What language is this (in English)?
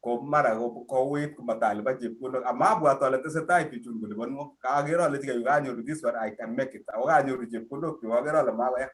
Kalenjin